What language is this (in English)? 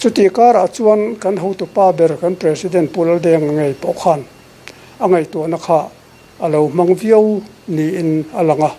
Mizo